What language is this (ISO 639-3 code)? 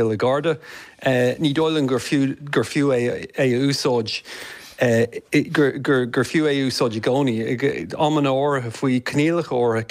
gle